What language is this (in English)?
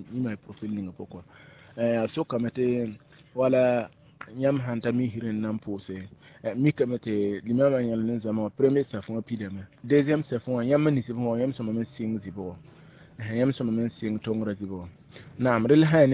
Mossi